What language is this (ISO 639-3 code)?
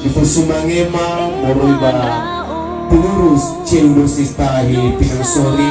nia